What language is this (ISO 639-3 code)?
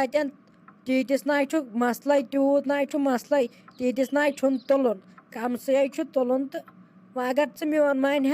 kas